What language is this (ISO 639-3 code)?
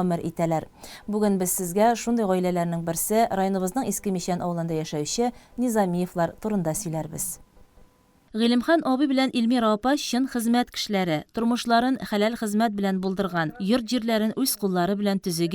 tat